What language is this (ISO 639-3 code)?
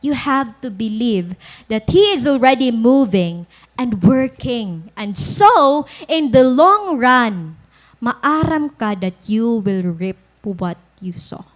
war